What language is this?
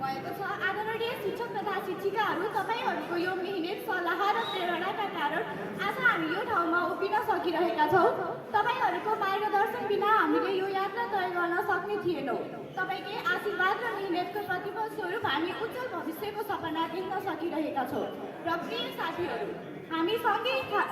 Nepali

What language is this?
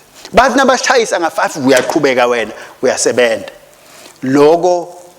Swati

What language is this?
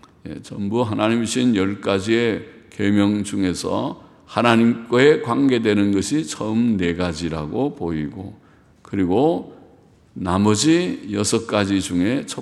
Korean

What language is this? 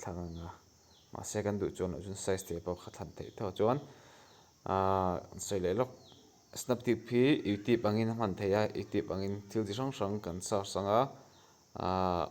Mizo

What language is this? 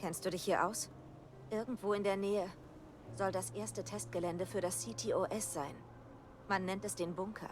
Bavarian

